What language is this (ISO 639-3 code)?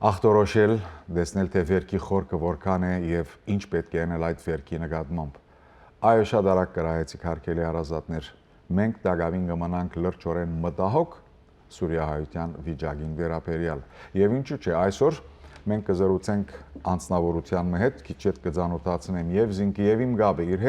hyw